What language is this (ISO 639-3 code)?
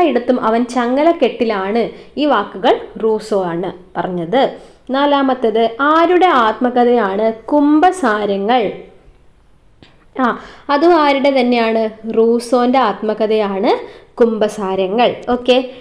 mal